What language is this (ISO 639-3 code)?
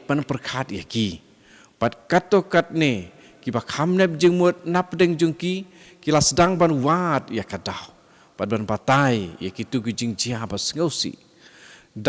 kha